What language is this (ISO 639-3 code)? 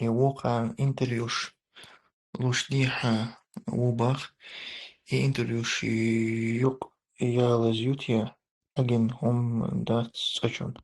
che